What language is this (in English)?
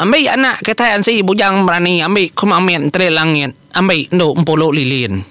Iban